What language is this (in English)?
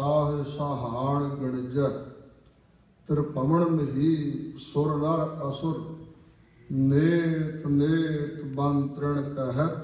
Punjabi